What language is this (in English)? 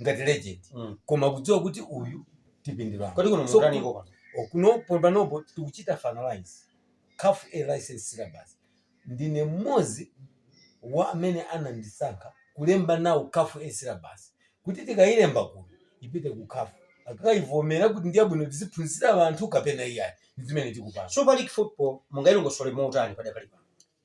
Nyanja